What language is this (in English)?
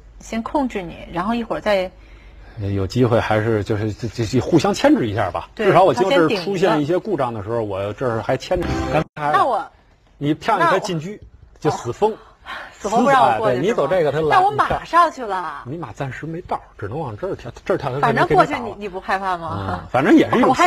Chinese